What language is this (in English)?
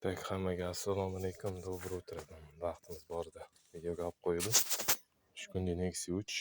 Uzbek